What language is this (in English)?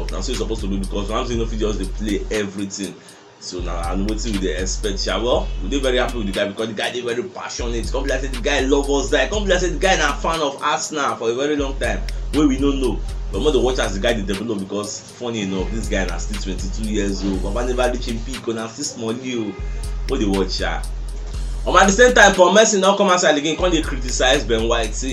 Nigerian Pidgin